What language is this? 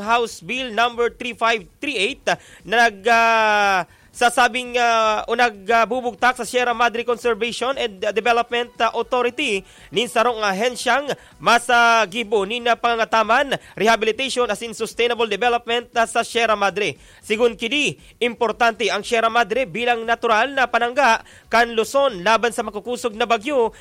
Bikol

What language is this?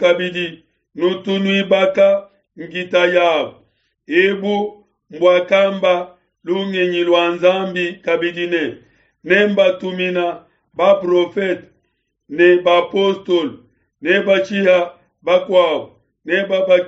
Luba-Lulua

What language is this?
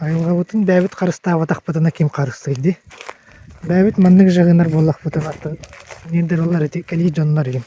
Yakut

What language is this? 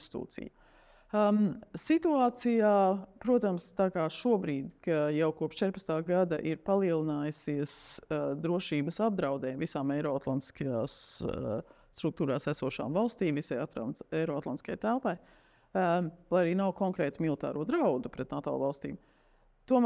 Latvian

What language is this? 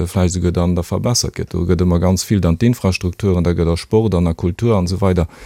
Luxembourgish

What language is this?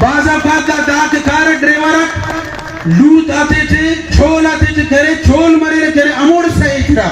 Brahui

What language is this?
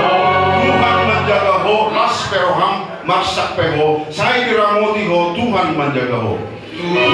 Batak Toba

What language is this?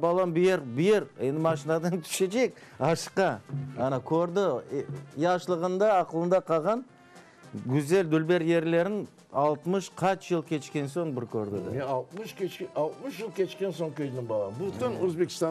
Crimean Tatar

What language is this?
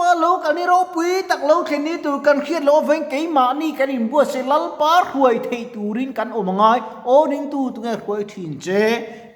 Mizo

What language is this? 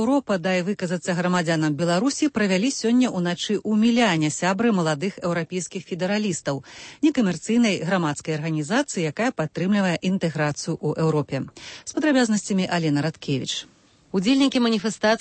Belarusian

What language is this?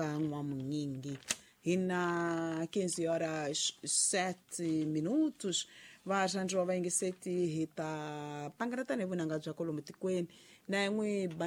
Tsonga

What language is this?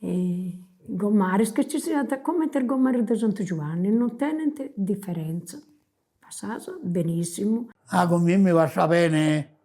Sardinian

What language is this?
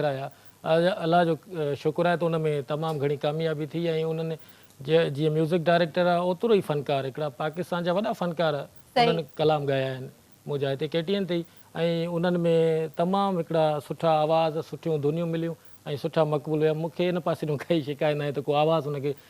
Sindhi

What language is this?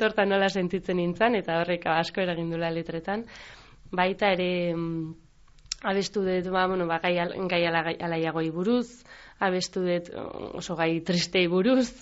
Basque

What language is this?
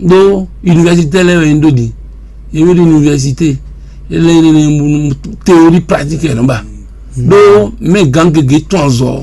Fon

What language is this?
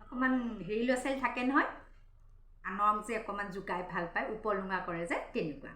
Assamese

